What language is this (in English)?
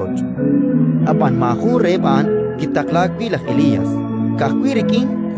Kekchí